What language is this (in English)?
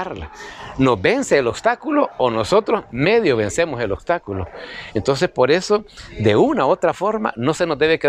Spanish